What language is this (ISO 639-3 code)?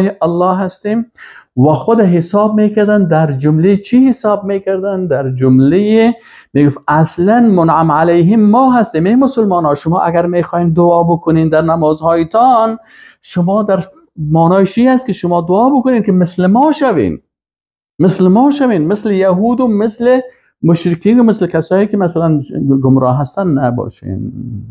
fas